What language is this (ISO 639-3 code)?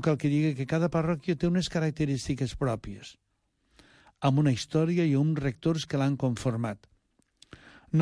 cat